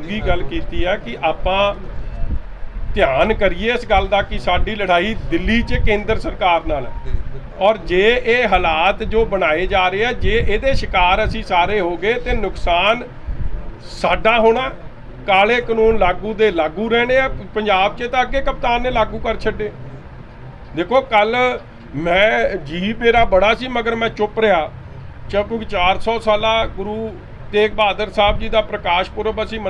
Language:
Punjabi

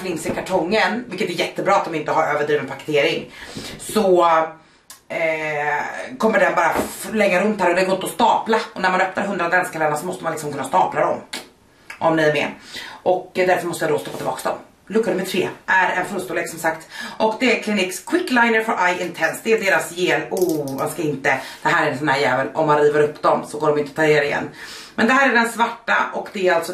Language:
Swedish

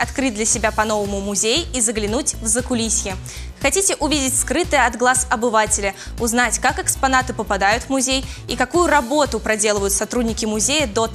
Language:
Russian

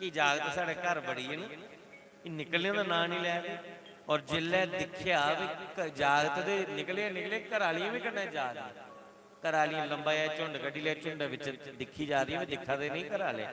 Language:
Dogri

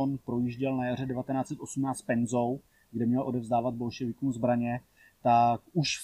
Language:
Czech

